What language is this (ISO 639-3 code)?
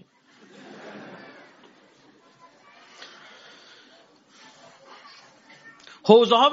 fas